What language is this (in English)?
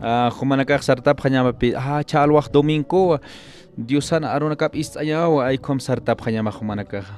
Aymara